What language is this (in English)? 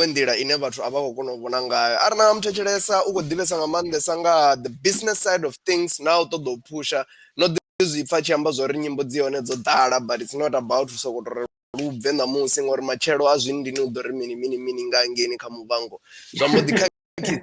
Venda